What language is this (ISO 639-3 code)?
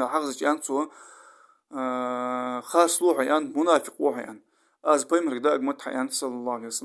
inh